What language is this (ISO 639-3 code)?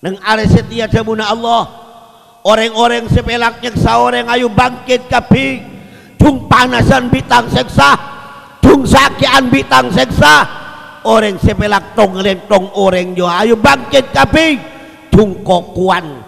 mad